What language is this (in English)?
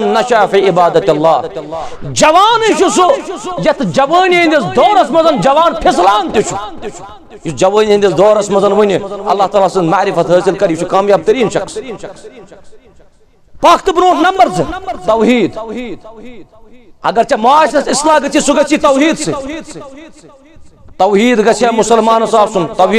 Kashmiri